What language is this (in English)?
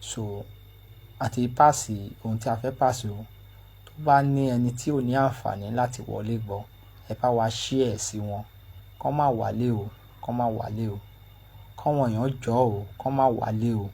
Yoruba